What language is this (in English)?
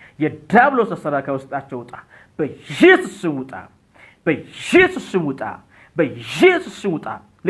Amharic